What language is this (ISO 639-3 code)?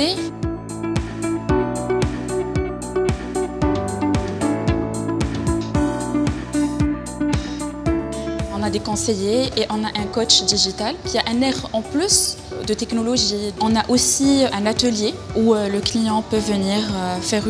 fra